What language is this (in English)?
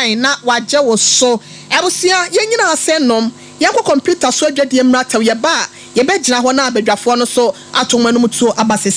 Akan